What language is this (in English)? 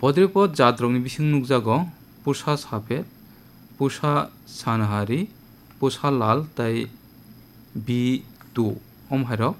Kok Borok